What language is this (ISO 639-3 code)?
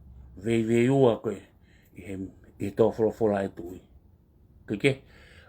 ton